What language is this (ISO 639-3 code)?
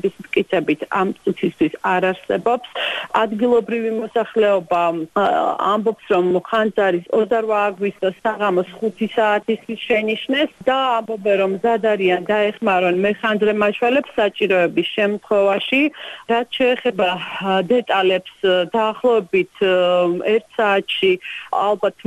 kat